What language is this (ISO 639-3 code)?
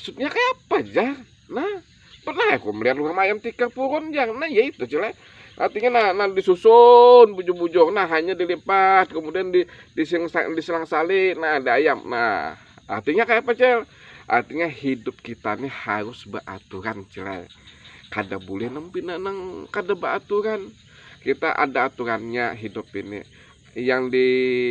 bjn